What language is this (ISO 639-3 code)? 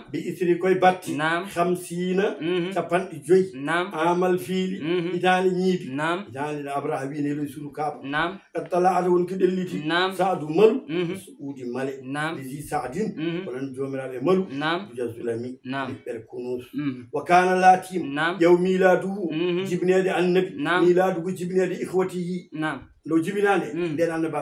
ful